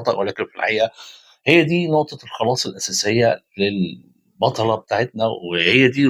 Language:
Egyptian Arabic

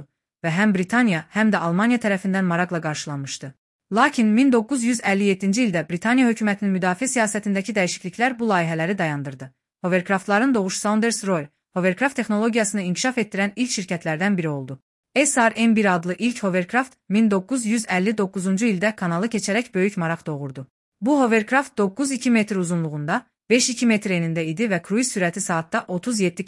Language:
Azerbaijani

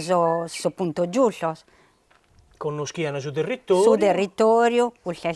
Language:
Sardinian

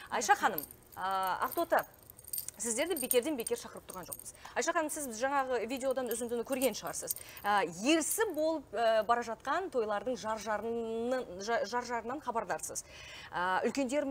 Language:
Kazakh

